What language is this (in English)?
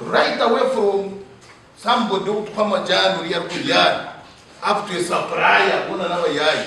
Nyankole